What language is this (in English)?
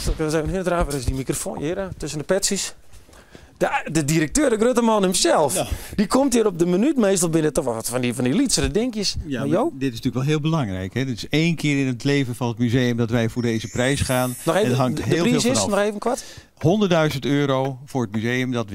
Western Frisian